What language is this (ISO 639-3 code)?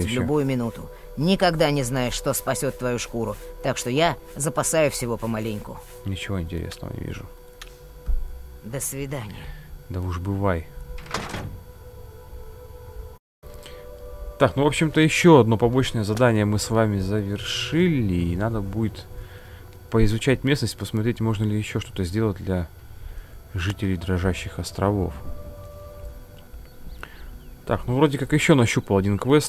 rus